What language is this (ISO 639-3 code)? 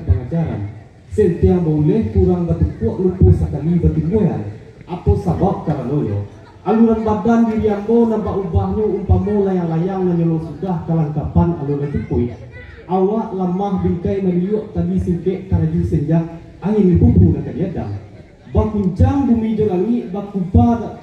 min